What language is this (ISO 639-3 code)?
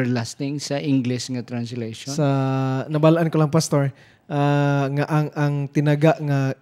hil